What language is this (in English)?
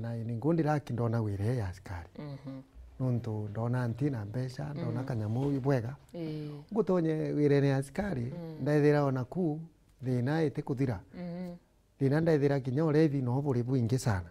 Meru